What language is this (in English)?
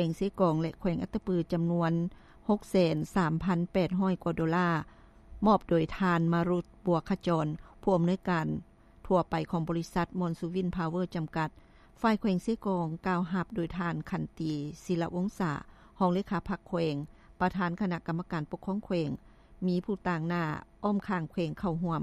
Lao